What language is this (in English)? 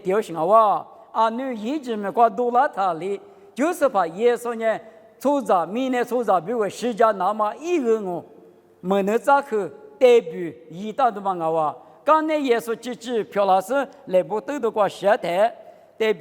Lisu